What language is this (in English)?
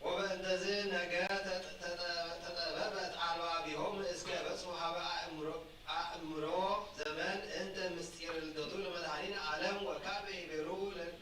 Geez